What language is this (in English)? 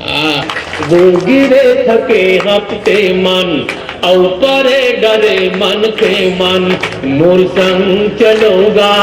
Chhattisgarhi